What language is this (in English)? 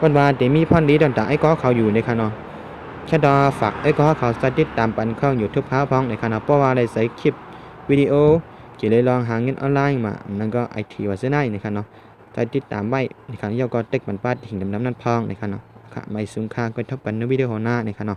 Shan